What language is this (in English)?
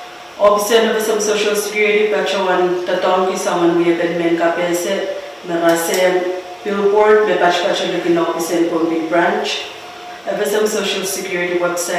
Pohnpeian